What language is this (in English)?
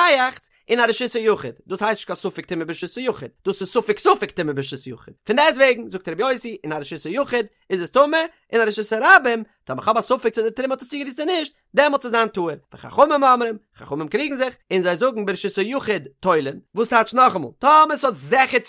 Yiddish